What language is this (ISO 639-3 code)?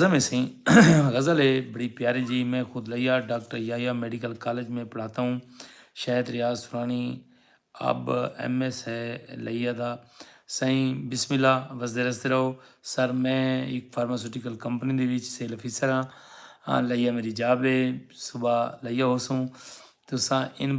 skr